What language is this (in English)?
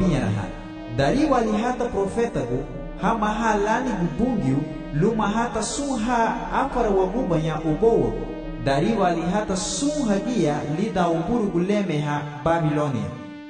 Garifuna